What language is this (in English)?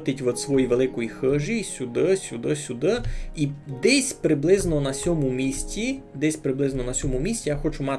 Rusyn